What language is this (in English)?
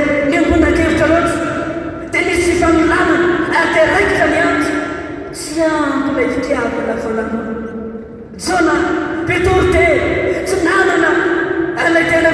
Malagasy